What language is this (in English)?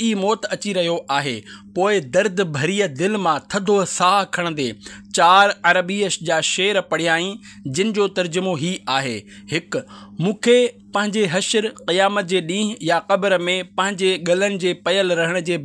Sindhi